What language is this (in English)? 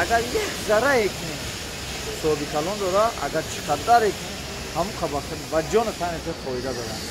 Tajik